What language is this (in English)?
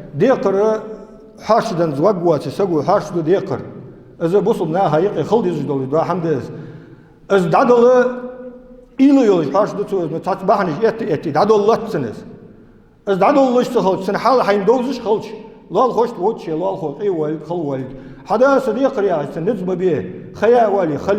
Ingush